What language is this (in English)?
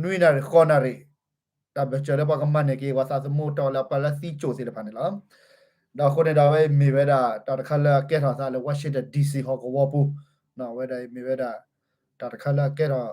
S'gaw Karen